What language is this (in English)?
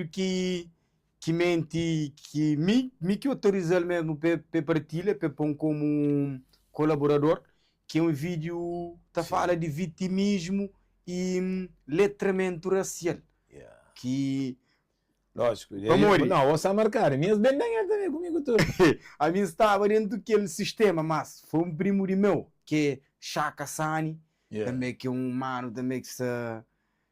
Kabuverdianu